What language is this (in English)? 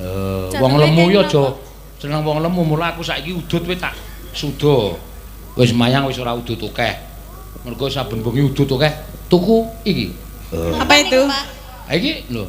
Javanese